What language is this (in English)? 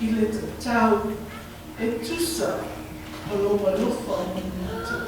Samoan